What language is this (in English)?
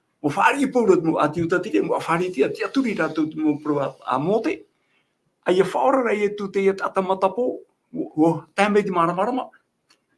Tahitian